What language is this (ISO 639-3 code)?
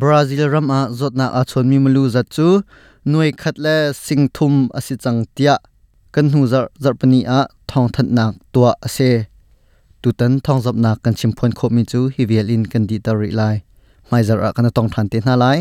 cnh